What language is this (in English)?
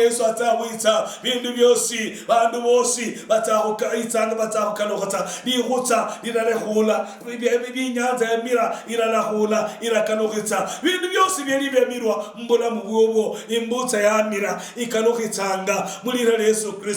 Luyia